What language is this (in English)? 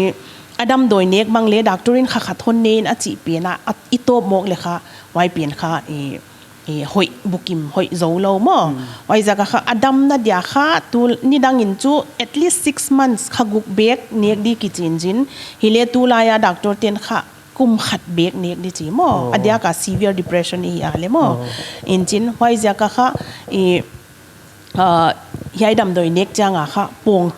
Paite Chin